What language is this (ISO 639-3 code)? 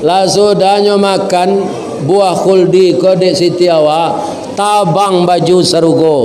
min